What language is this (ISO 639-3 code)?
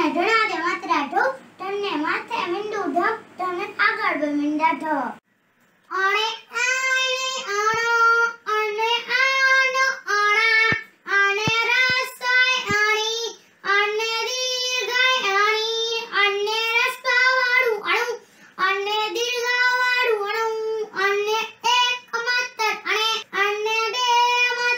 guj